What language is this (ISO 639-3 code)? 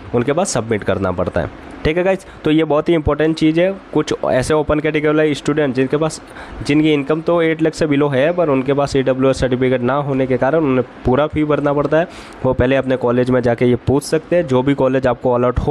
hin